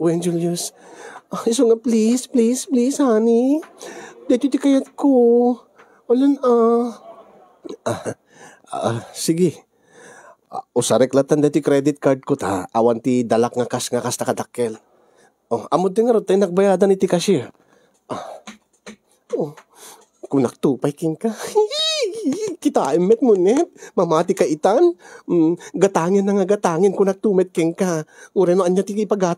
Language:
Iloko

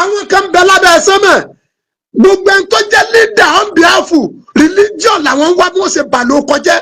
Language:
Yoruba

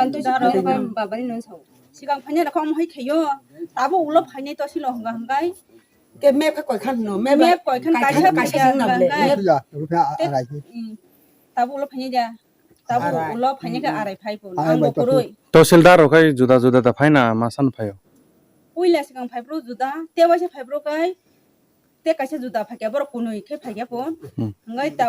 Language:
Kok Borok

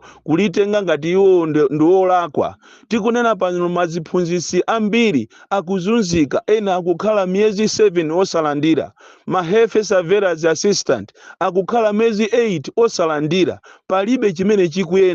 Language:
Nyanja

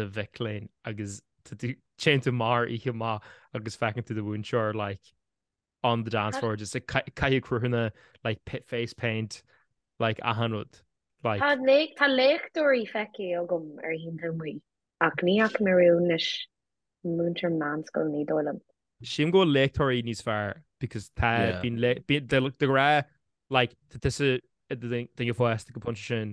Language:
Irish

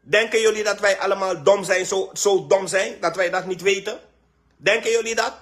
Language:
Sranan Tongo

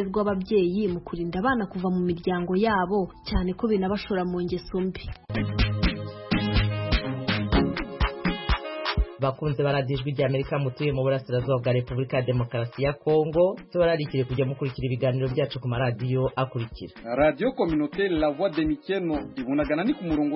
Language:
Kinyarwanda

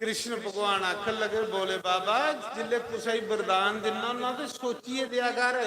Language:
Dogri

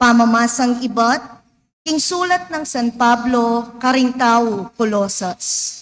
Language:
Pampanga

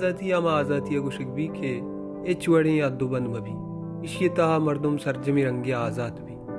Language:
Baluchi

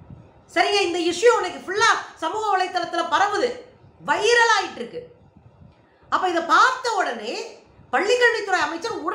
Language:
Tamil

